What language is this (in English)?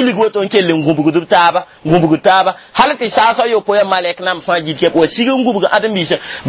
Mossi